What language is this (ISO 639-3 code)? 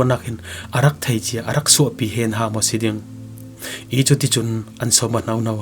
cfm